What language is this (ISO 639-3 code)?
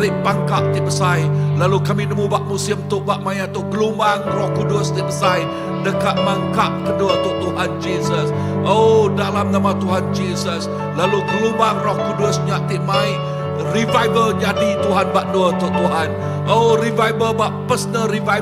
iba